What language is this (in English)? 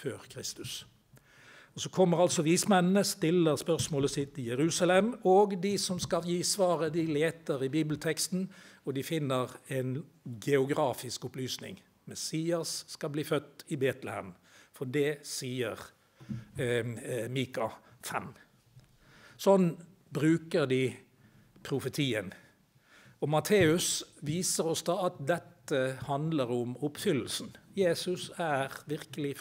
Norwegian